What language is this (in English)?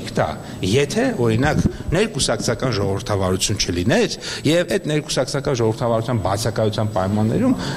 Armenian